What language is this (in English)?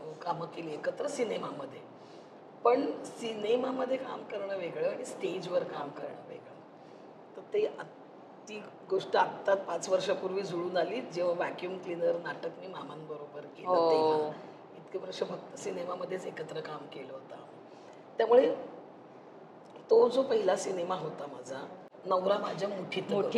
Marathi